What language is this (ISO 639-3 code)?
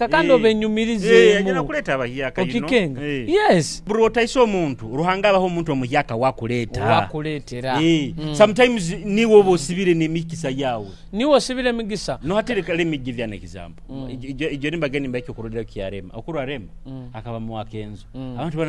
nyo